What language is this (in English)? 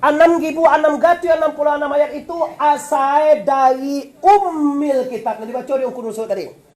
Minangkabau